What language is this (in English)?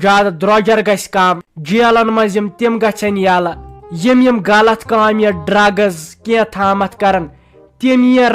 Kashmiri